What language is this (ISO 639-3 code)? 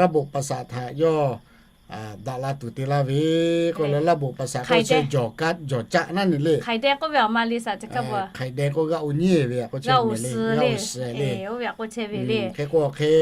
lhu